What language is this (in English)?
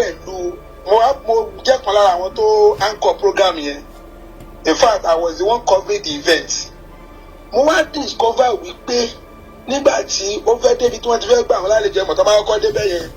Yoruba